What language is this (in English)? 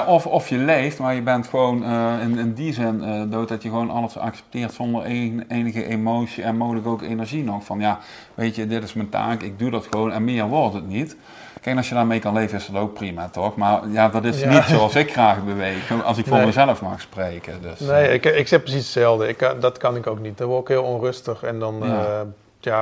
Dutch